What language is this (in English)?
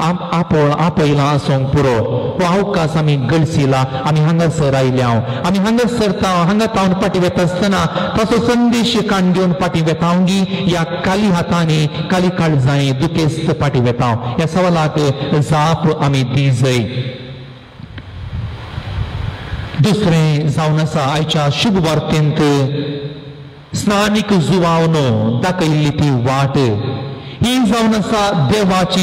Konkani